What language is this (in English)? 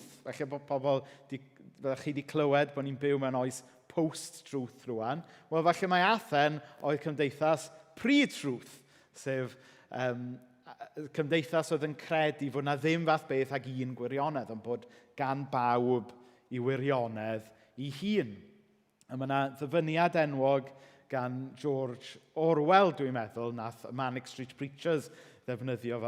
Welsh